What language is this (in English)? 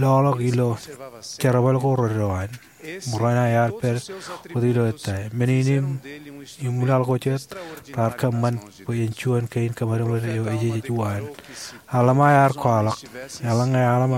Marshallese